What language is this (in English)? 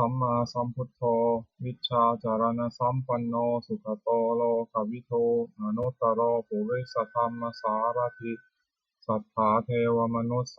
Pali